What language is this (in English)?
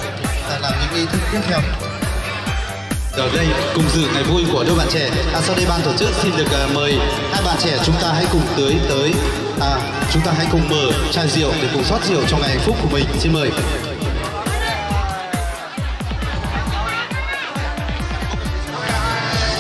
Vietnamese